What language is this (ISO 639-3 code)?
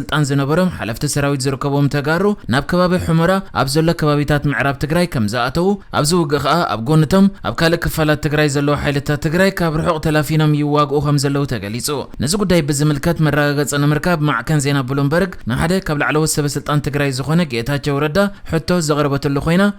tir